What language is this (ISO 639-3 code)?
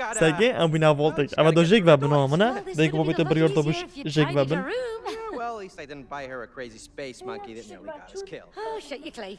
kur